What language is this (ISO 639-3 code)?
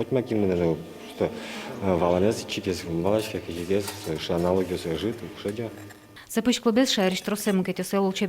udm